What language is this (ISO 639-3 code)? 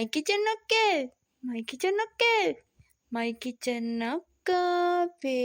sin